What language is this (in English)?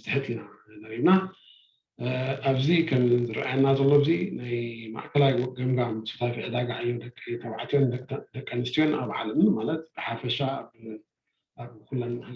Tigrinya